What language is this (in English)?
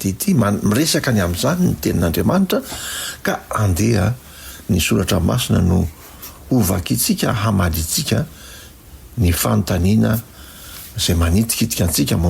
Malagasy